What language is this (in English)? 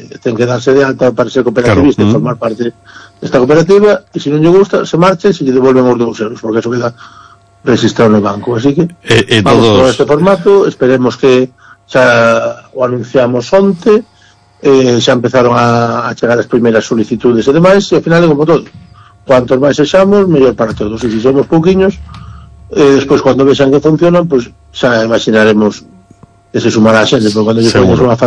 Galician